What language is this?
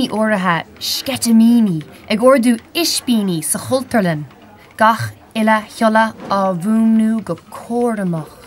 Irish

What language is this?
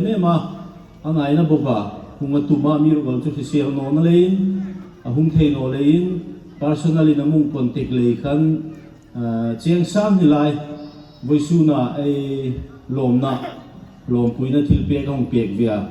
Hmar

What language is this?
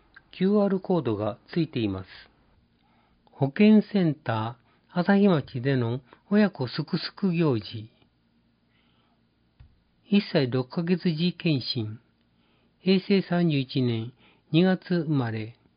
Japanese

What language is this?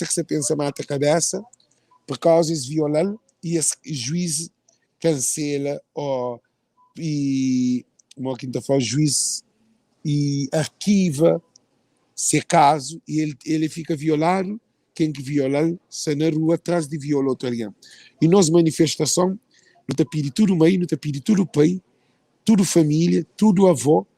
Kabuverdianu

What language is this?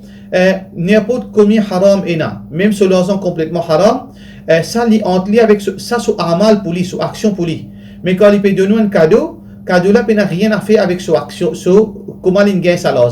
Morisyen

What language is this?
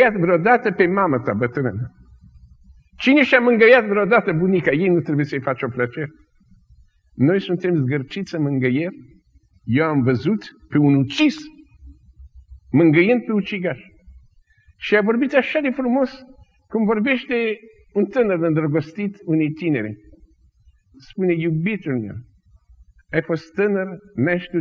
Romanian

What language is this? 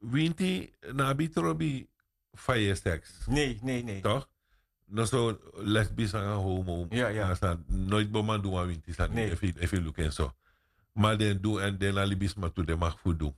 Sranan Tongo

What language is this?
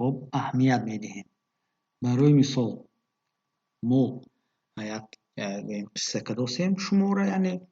Tajik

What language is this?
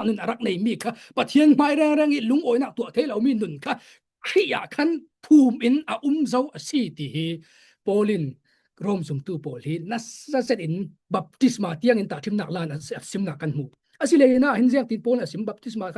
Falam Chin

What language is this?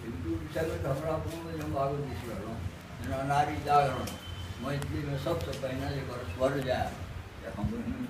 Maithili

